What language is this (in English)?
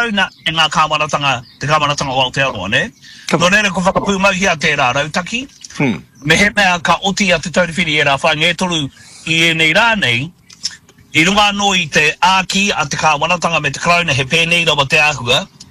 Māori